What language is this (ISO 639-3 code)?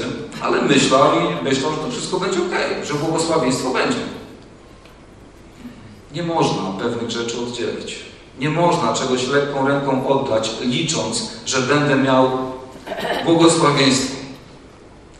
pol